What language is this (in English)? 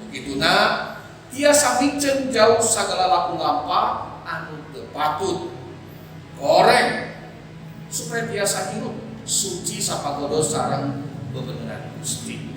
Sundanese